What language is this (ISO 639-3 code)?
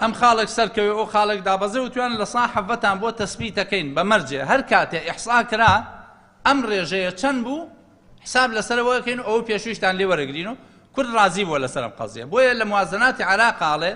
ckb